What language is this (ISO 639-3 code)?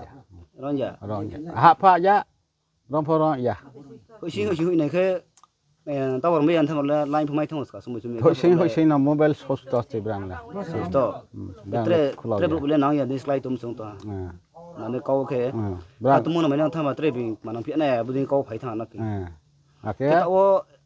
ria